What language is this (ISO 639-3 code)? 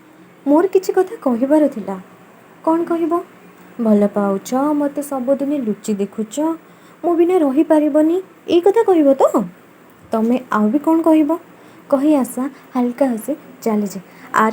ori